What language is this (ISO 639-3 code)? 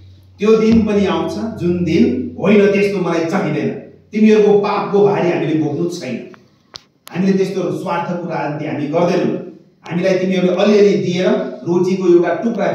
nep